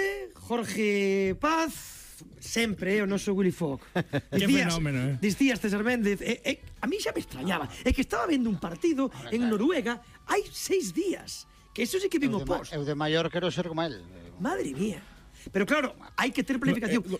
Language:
Galician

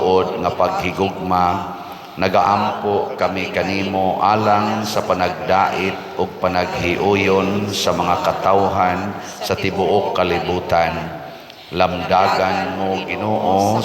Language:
Cebuano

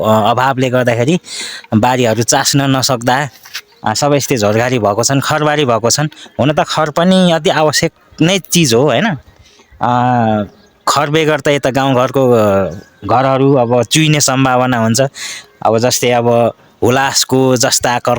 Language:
Nepali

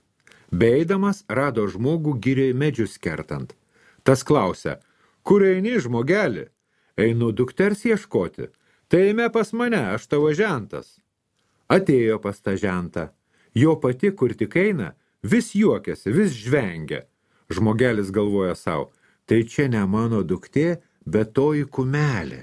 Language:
Lithuanian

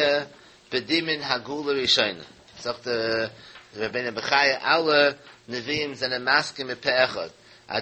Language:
Yiddish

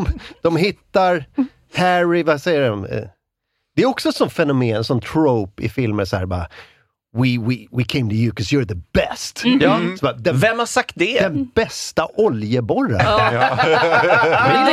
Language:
Swedish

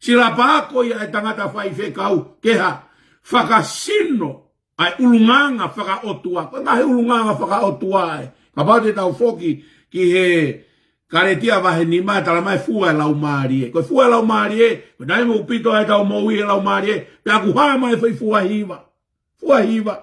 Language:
Tongan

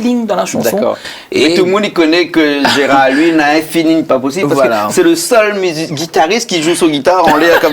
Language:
Réunion Creole French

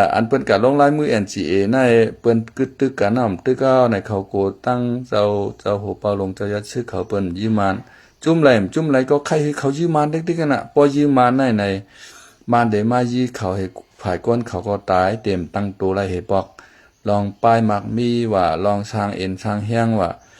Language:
Shan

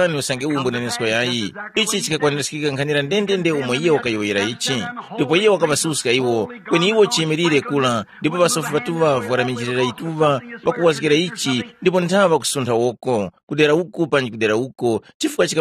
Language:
Tumbuka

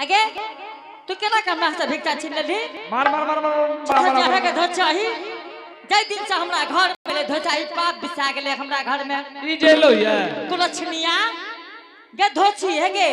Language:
Angika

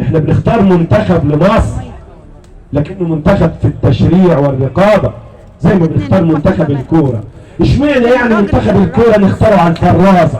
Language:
Egyptian Arabic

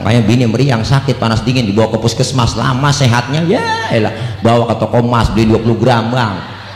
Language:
Betawi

